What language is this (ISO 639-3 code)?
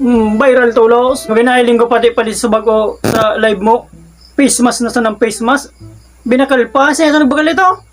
bik